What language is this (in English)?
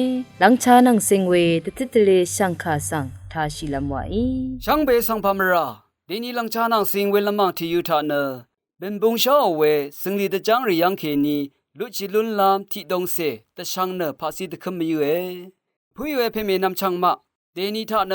Rawang